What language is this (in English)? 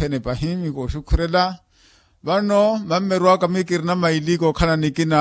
Makhuwa